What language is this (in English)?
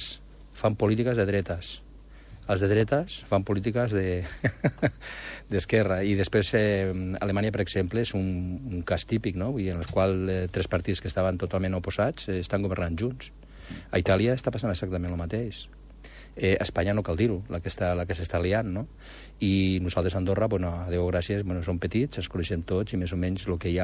Catalan